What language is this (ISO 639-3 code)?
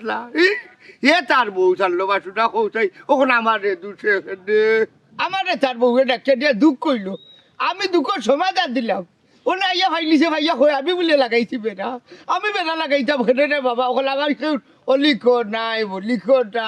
syl